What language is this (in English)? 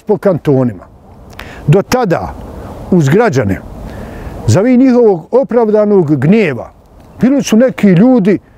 Bosnian